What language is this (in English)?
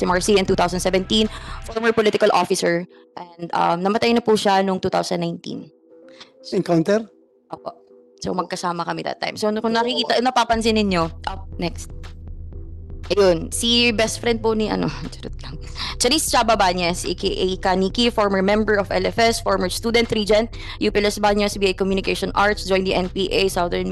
Filipino